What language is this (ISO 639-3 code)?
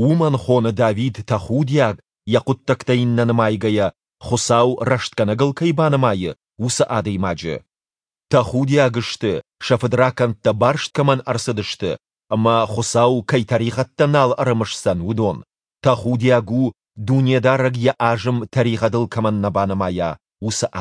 oss